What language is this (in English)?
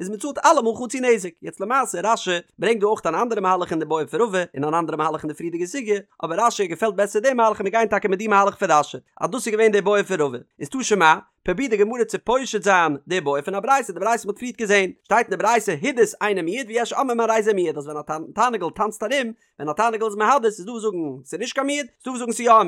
Yiddish